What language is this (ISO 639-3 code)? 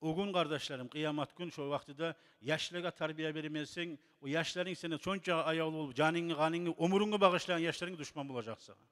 kum